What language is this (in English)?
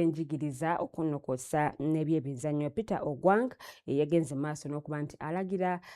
Ganda